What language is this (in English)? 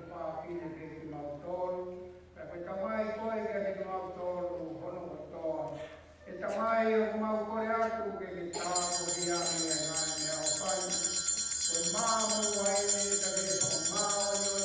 Tongan